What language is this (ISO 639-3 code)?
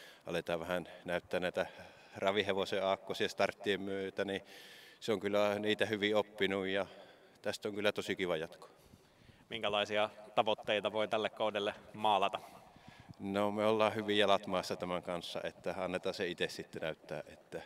fin